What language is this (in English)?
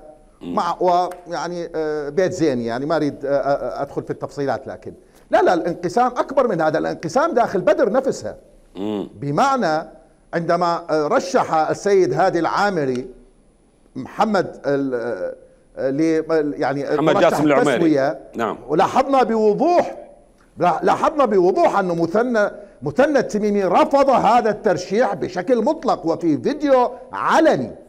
Mesopotamian Arabic